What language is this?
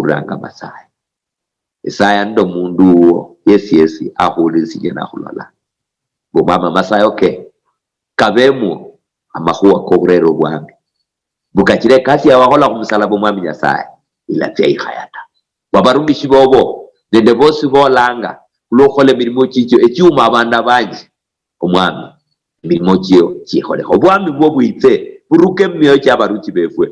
Luyia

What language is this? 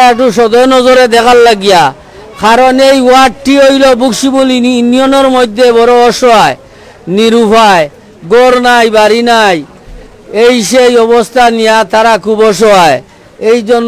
Sylheti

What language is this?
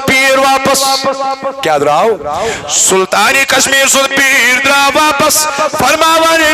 Kashmiri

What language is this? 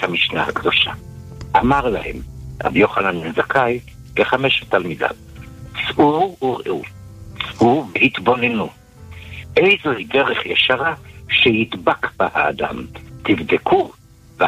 Hebrew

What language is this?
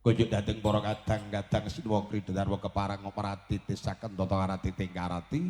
Javanese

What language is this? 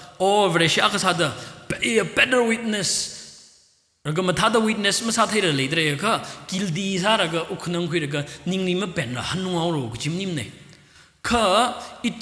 Tangkhul Naga (India)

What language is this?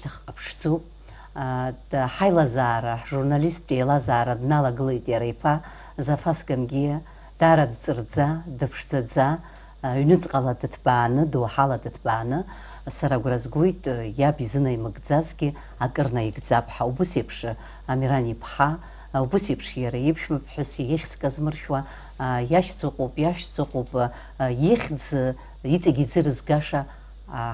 Abkhazian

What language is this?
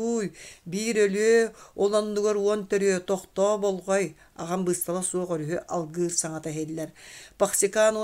Yakut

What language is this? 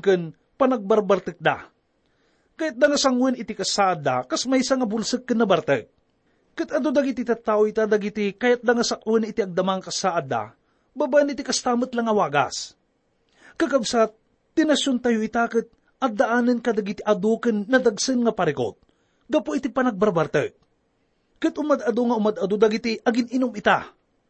Iloko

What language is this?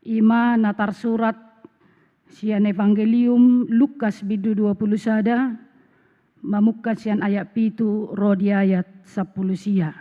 Batak Toba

